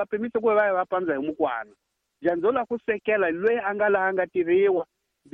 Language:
Tsonga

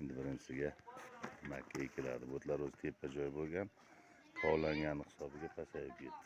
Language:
Uzbek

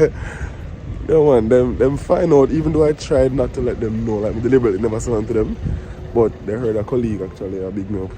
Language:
Jamaican Creole English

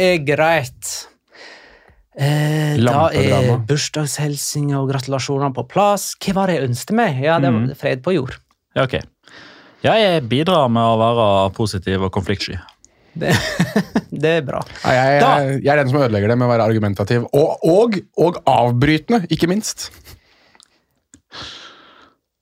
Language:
Norwegian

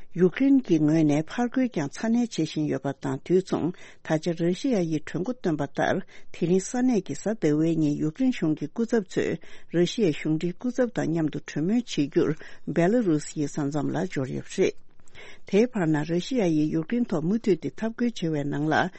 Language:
Tibetan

